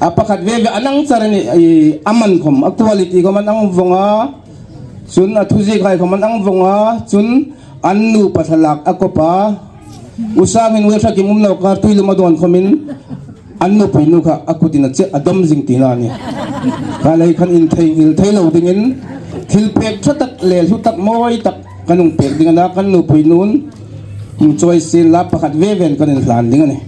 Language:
Hmar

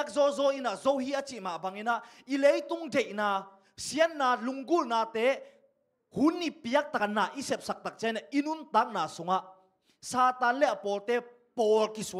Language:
Tedim Chin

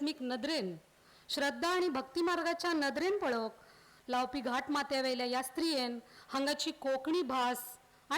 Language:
Konkani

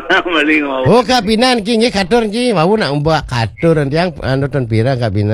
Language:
Balinese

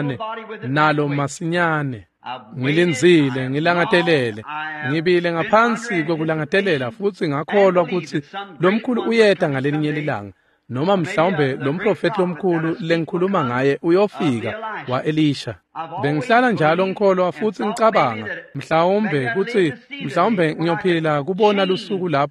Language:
Swati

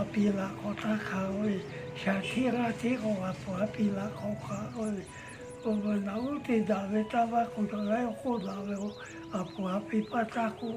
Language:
Lahu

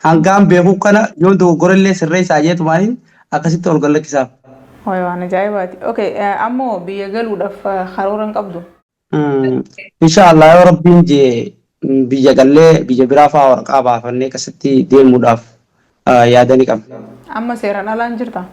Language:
Oromo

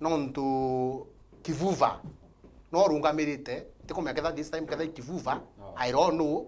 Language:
Meru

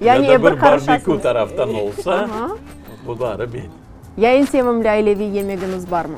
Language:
Crimean Tatar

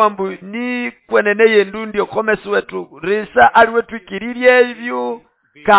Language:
Nande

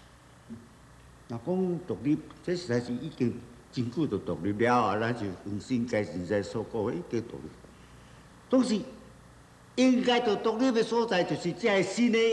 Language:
Min Nan Chinese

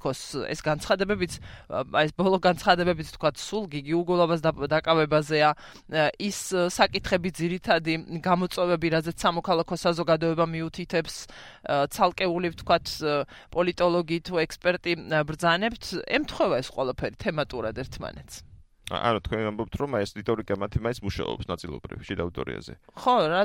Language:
Georgian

